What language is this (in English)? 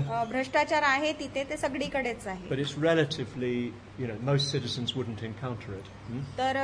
Marathi